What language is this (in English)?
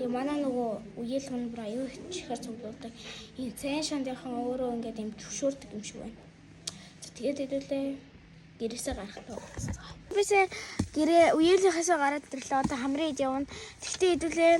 Mongolian